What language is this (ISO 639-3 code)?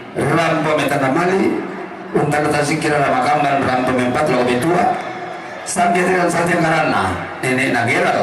sda